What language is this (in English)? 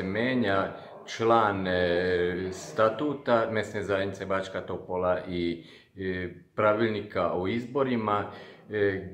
Serbian